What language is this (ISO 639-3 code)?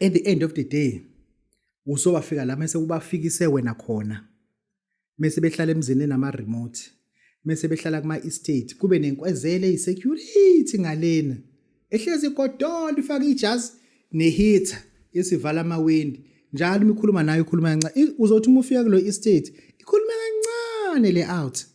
zul